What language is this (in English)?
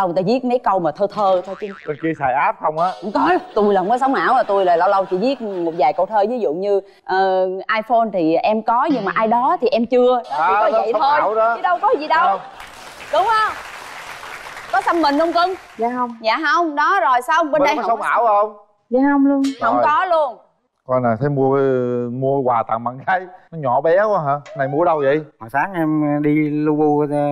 Vietnamese